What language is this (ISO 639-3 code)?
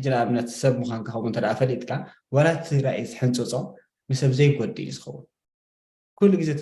tir